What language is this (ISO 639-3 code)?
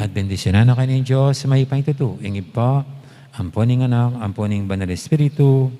pam